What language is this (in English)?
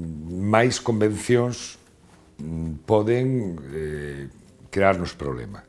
Galician